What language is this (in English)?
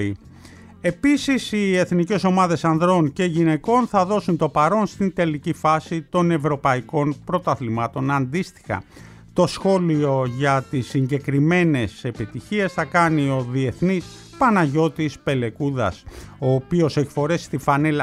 Greek